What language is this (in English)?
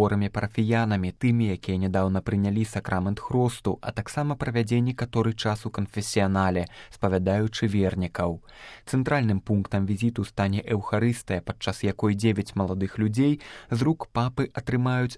Belarusian